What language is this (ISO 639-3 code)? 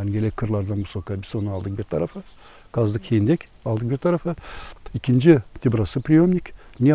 gag